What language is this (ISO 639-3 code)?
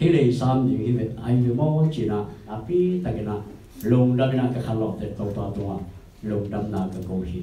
ctd